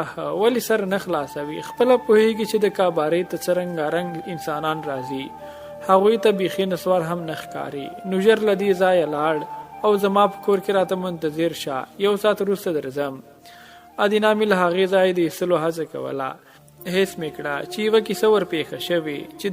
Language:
Pashto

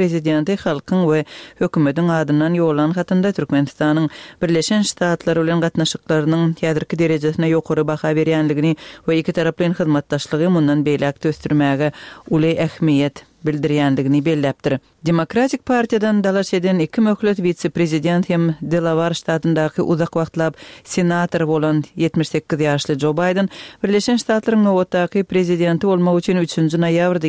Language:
Turkmen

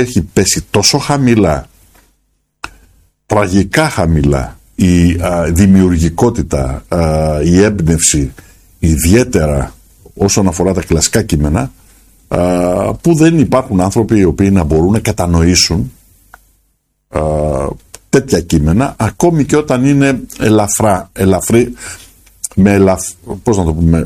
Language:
Greek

